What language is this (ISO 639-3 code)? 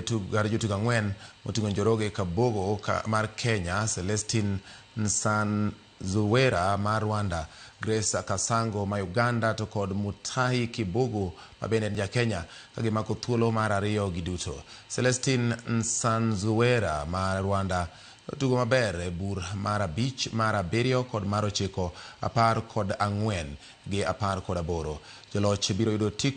luo